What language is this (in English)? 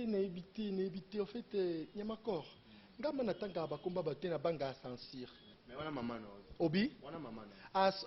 Lingala